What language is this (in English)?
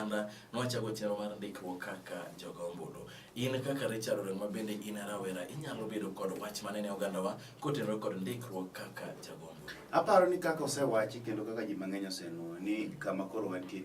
Luo (Kenya and Tanzania)